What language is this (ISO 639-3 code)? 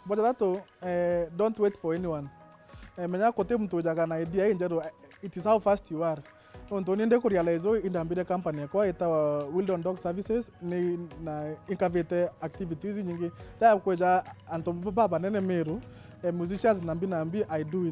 mer